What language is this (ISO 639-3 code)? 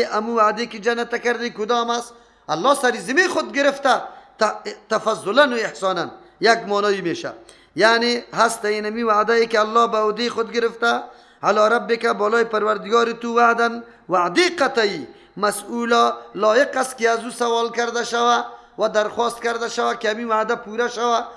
fas